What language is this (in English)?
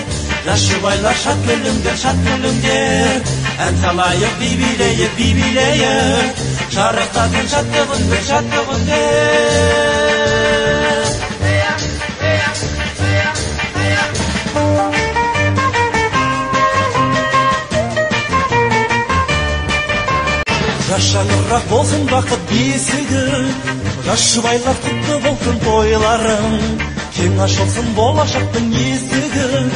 Kazakh